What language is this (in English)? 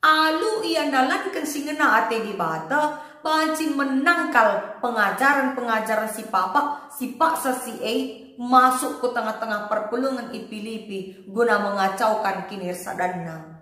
Batak Karo